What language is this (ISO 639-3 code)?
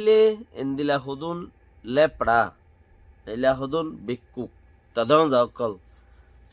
rhg